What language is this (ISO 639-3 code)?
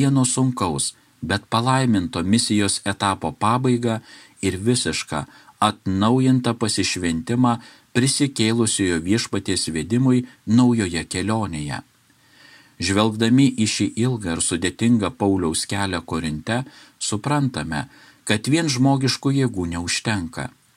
lit